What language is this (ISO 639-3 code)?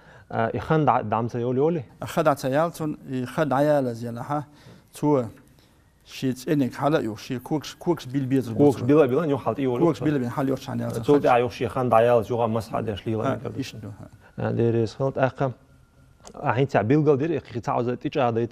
che